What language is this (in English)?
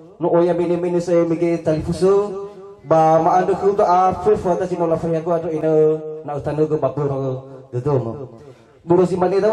Nias